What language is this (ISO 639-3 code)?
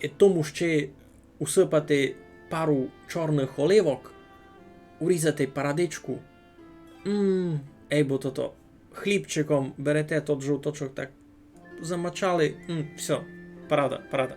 rue